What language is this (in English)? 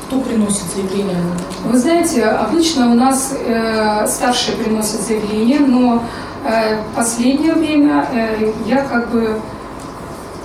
Russian